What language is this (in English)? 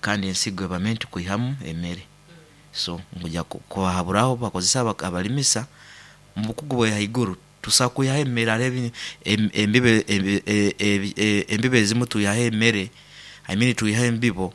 Nyoro